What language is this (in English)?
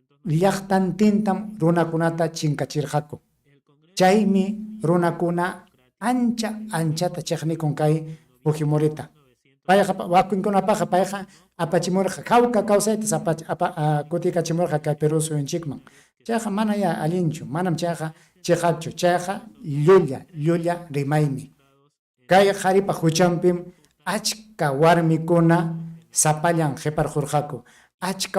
Ayacucho Quechua